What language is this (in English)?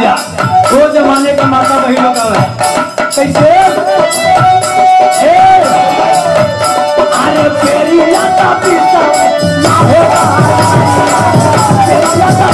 Bhojpuri